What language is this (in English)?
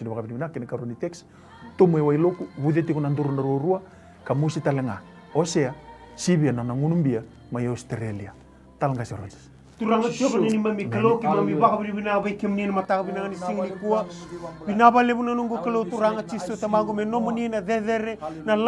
Fijian